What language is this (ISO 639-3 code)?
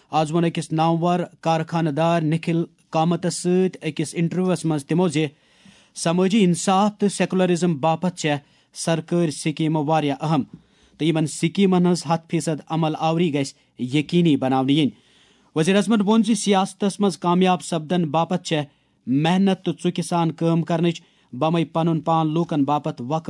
kas